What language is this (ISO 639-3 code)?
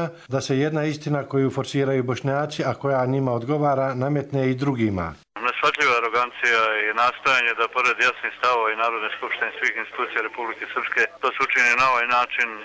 hrv